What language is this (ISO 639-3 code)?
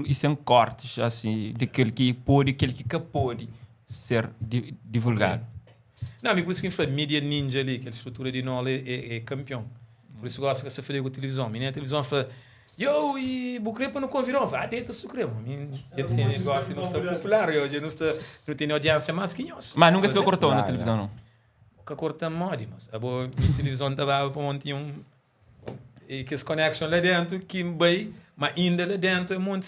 kea